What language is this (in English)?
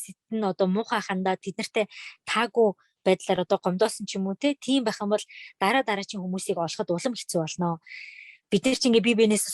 Mongolian